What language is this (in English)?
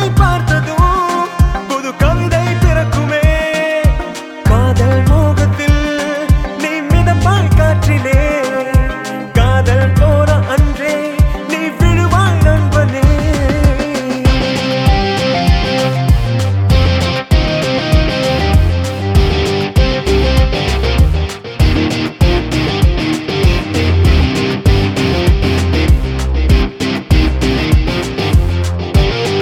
Tamil